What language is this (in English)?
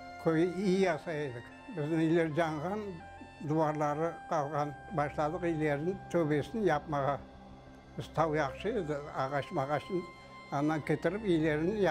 Crimean Tatar